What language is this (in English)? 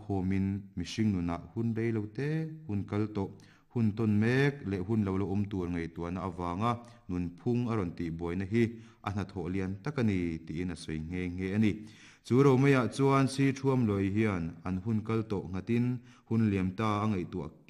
Mizo